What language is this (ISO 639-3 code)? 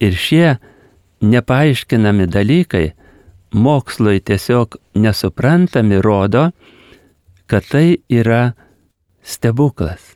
lit